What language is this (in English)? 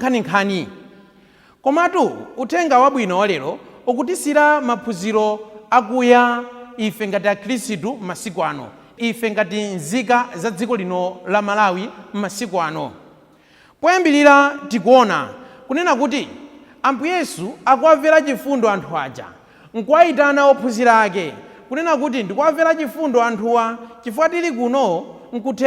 Nyanja